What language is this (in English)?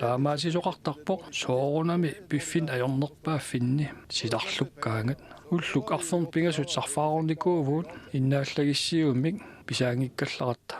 Kalaallisut